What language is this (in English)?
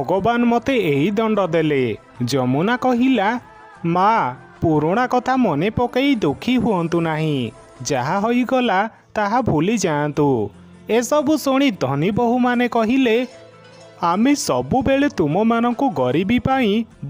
Odia